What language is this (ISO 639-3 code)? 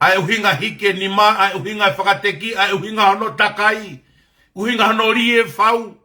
ton